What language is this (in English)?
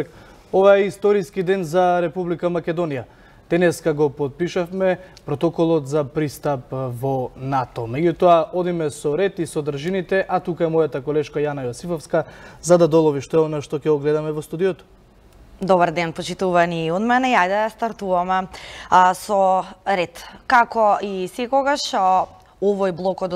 Macedonian